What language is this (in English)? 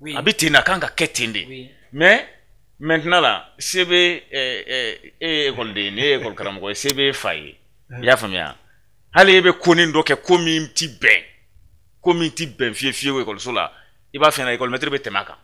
Bambara